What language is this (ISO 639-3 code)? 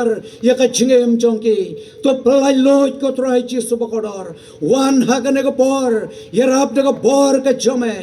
kha